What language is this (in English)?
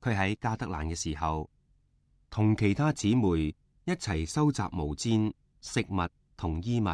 Cantonese